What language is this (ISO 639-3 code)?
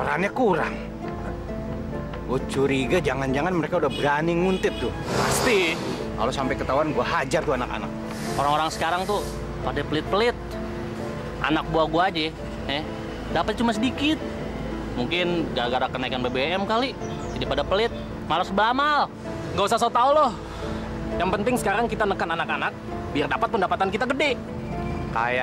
ind